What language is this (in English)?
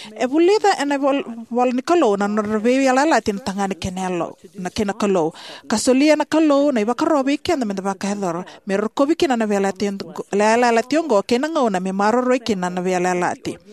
Fijian